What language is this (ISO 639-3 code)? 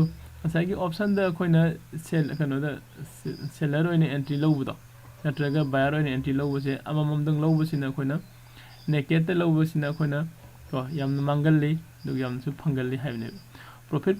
mni